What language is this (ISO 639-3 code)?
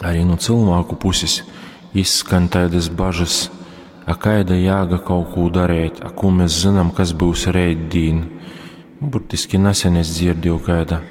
ltg